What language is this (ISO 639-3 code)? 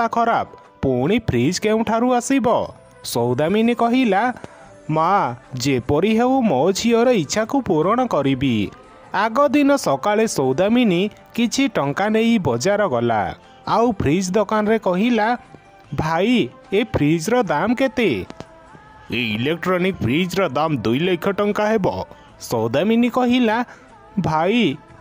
ori